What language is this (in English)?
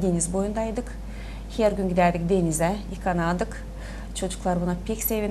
Gagauz